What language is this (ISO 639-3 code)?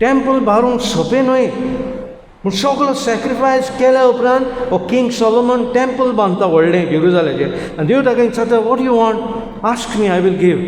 kok